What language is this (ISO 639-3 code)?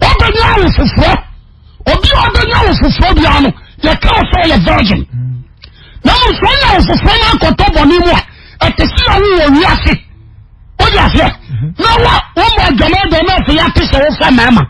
aka